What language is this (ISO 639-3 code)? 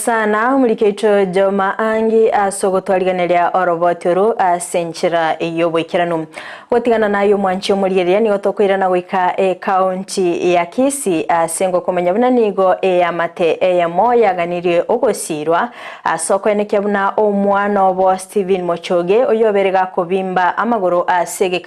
guz